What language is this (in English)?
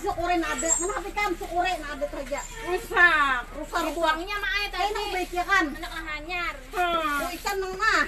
Banjar